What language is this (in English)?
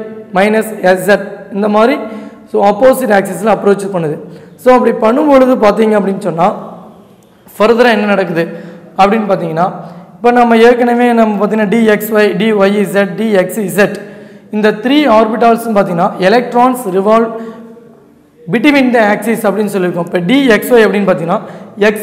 Tamil